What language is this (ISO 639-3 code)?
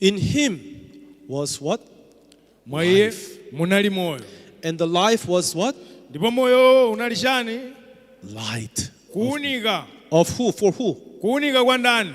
nya